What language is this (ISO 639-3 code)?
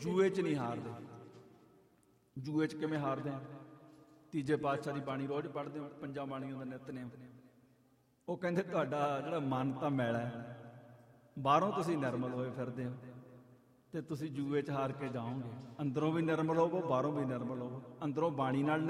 pan